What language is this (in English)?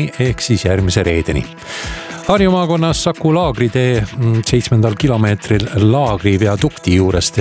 Estonian